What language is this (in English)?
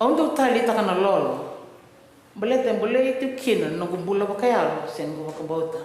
Fijian